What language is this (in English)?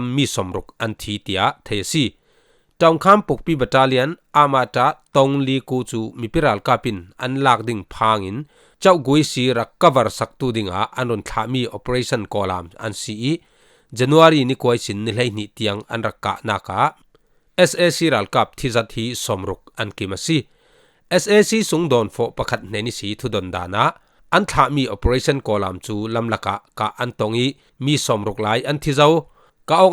Falam Chin